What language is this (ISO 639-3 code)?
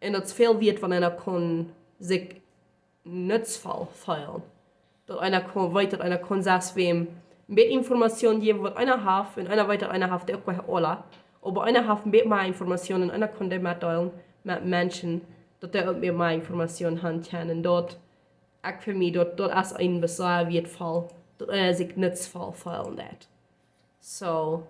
pdt